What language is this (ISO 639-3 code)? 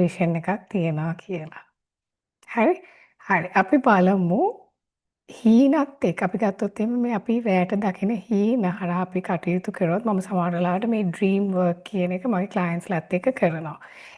sin